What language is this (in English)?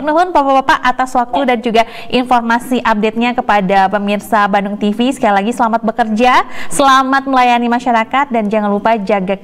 Indonesian